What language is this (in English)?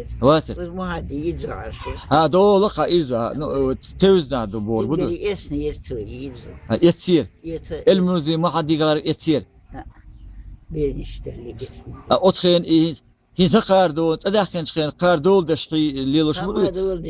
Chechen